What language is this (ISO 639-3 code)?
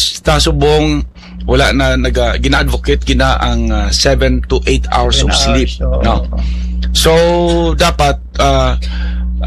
hil